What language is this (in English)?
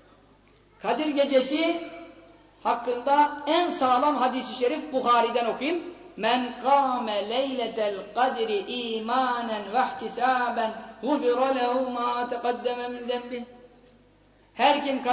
Turkish